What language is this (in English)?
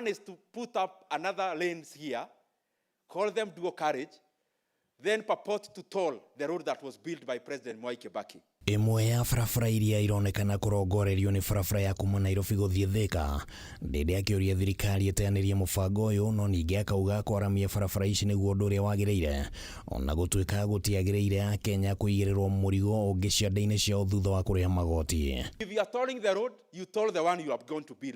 Kikuyu